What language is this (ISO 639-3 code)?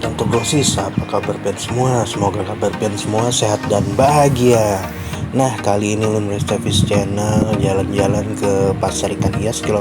bjn